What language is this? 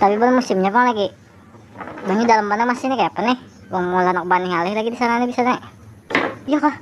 Banjar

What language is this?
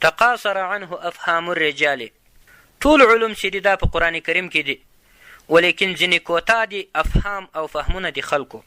Pashto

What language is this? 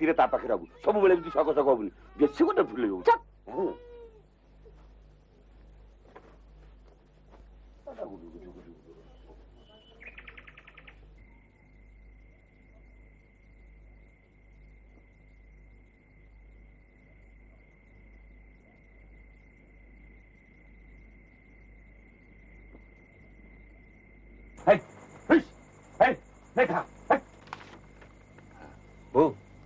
Odia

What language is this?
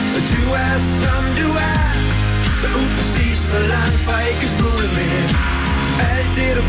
Danish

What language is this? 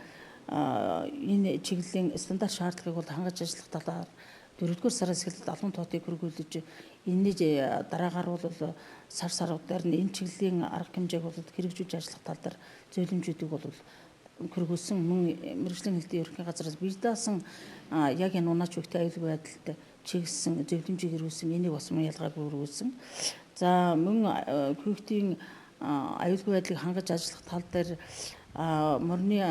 Mongolian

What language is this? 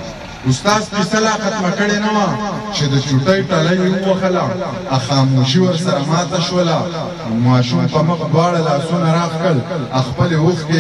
Pashto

